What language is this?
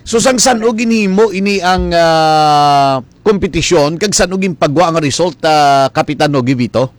Hiligaynon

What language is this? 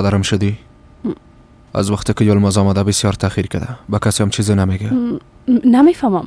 Persian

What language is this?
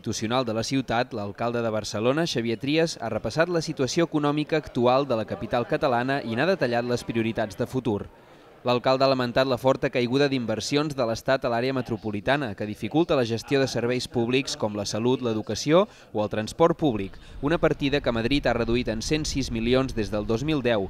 Catalan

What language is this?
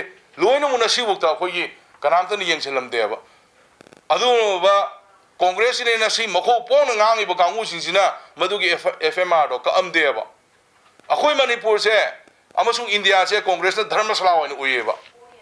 Manipuri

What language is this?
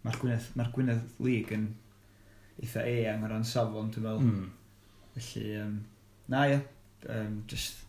Welsh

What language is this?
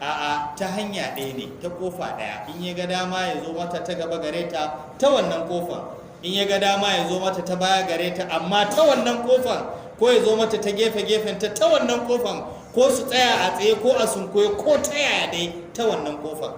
Hausa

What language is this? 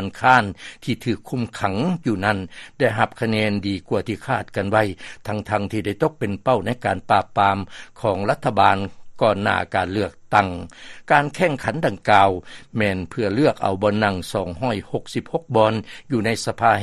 Lao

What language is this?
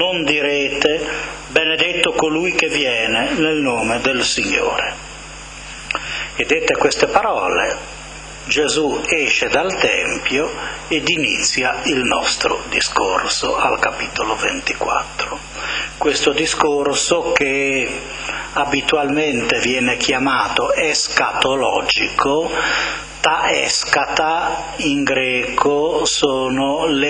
Italian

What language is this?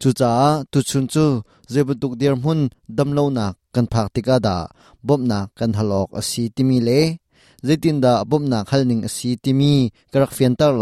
Hakha Chin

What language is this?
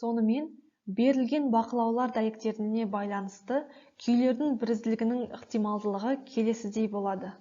Kazakh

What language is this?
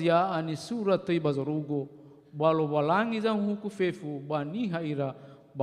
Nias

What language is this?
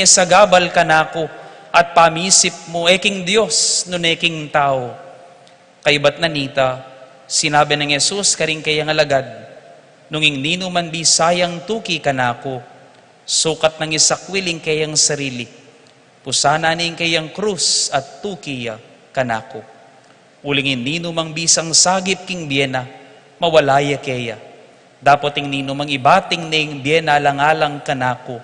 Pampanga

